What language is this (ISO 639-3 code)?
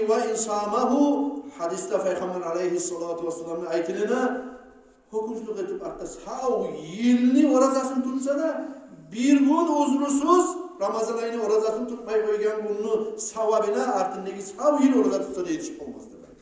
kum